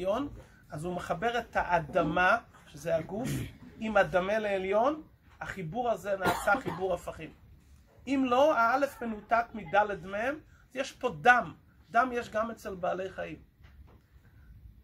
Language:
Hebrew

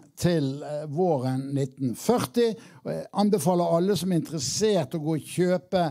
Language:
Norwegian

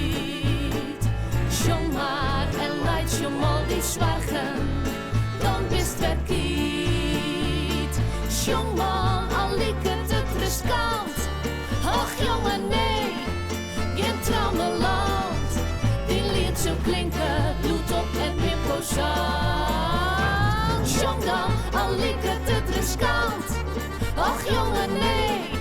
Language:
Western Frisian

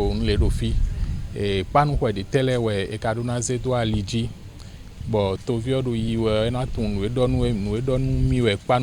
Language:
Fon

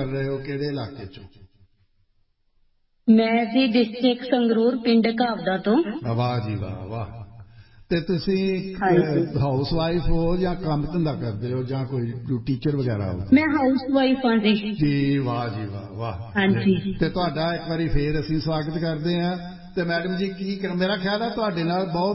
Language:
Punjabi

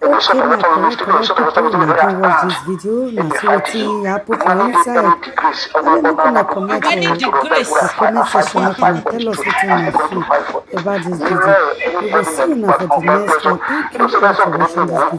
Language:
Nigerian Pidgin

